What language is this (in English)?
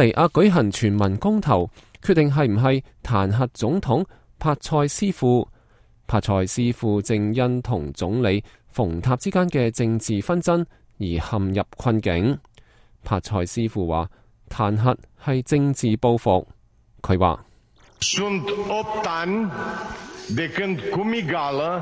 Cantonese